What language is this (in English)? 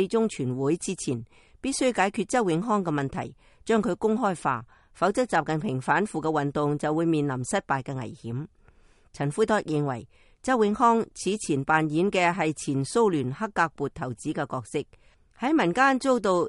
Cantonese